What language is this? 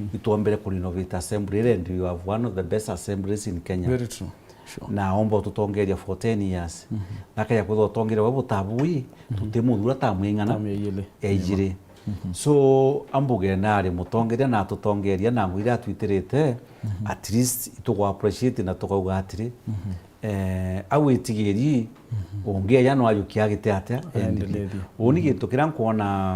Meru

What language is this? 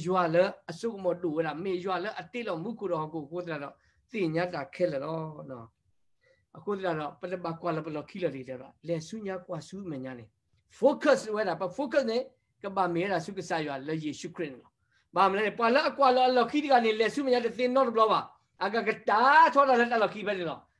S'gaw Karen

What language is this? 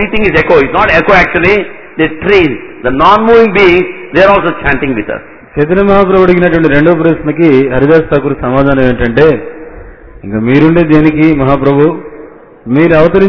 Telugu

